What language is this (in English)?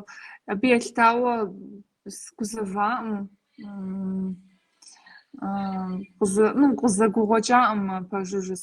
Kabardian